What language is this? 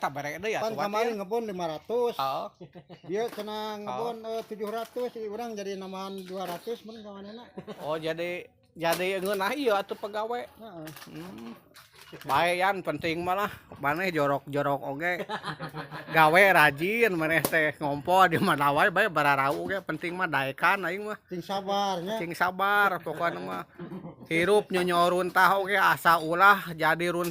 Sundanese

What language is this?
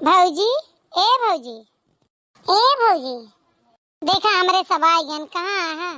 Awadhi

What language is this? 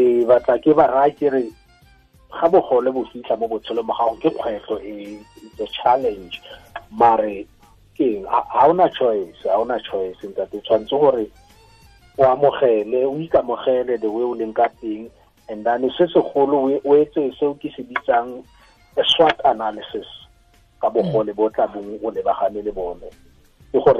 Tswana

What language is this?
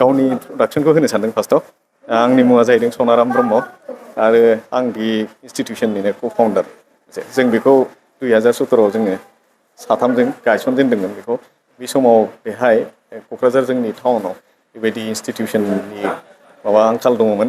Bodo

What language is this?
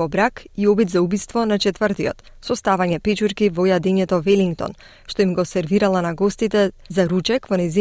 Macedonian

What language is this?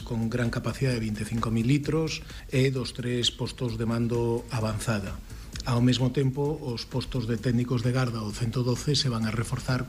Galician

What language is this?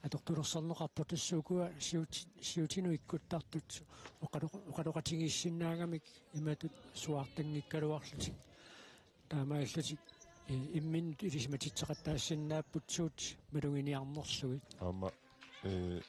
Kalaallisut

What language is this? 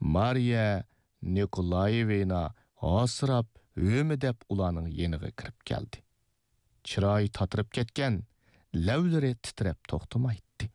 Uyghur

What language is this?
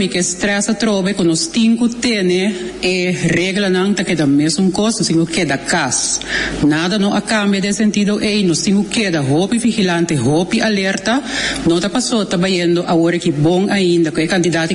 Papiamento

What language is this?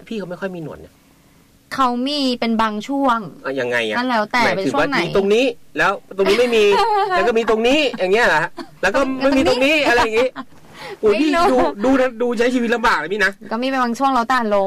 Thai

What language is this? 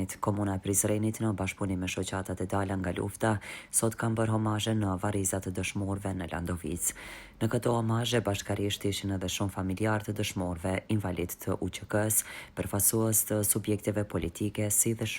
Albanian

